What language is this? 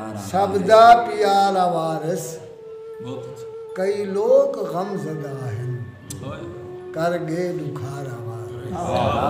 Saraiki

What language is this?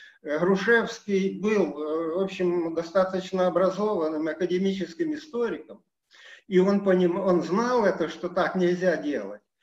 Russian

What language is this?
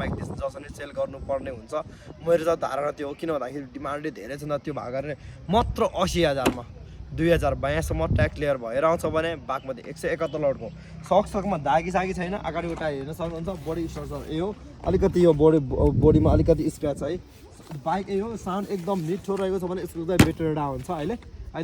Nepali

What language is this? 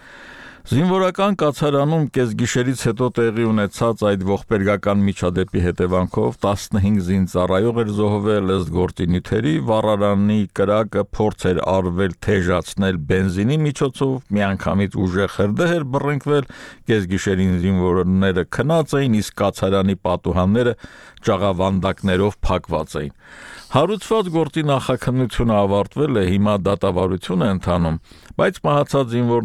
Armenian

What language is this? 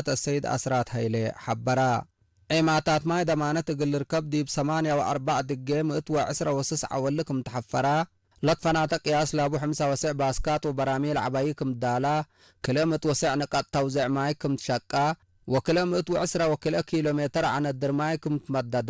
Tigre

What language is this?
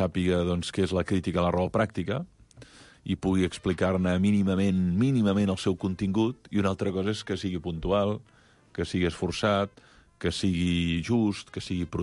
Catalan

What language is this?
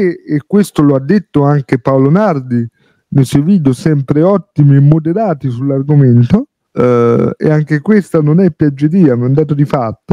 Italian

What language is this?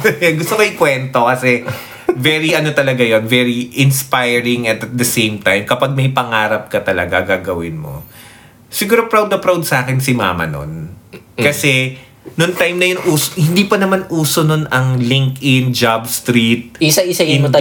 Filipino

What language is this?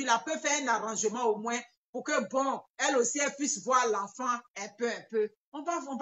French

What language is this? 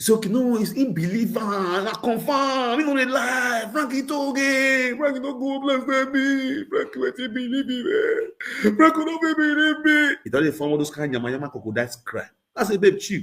Nigerian Pidgin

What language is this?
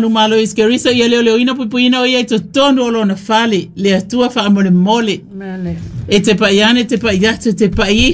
Samoan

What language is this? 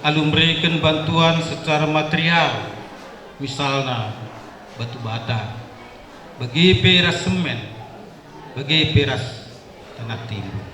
Batak Karo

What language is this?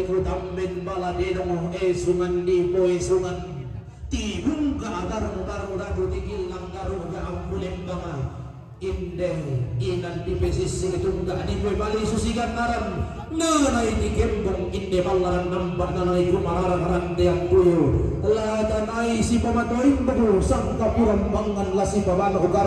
Toraja-Sa'dan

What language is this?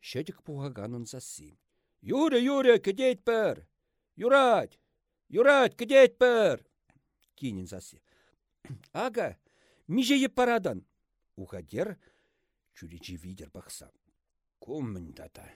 Chuvash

